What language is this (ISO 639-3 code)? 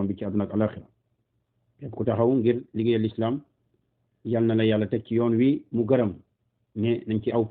wol